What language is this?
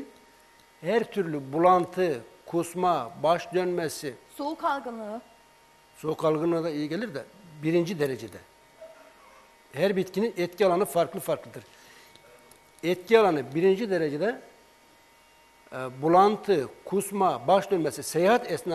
Turkish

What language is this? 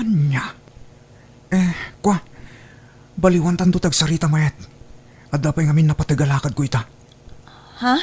Iloko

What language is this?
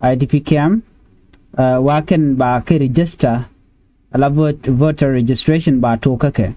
Nuer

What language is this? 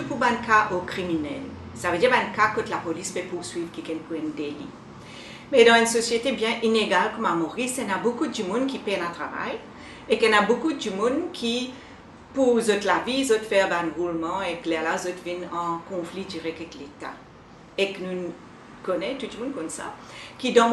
Morisyen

